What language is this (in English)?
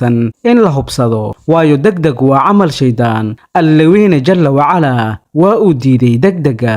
Somali